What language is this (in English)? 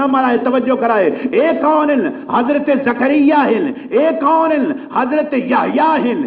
Saraiki